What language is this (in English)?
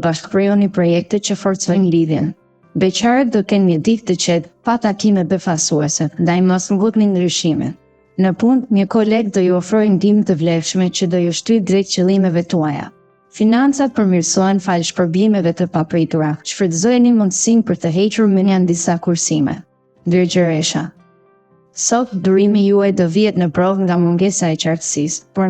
Albanian